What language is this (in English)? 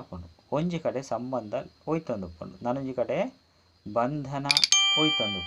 Tulu